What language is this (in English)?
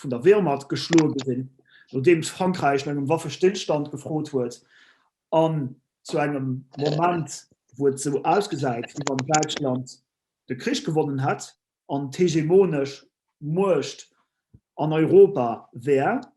Luxembourgish